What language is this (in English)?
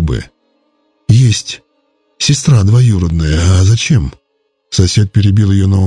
Russian